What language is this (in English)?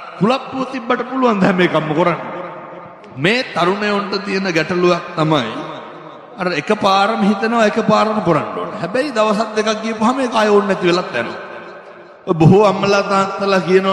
Sinhala